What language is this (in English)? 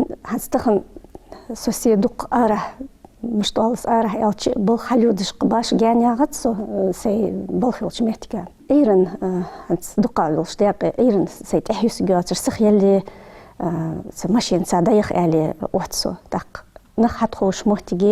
Ingush